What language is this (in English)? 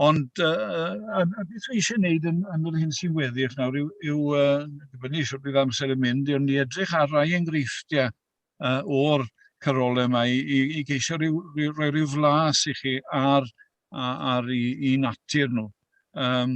Welsh